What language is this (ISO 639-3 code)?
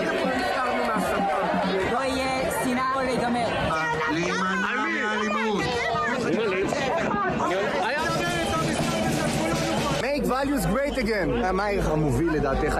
heb